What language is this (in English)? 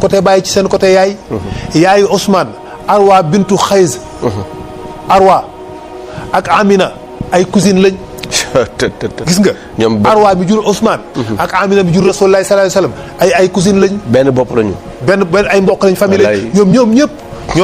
Wolof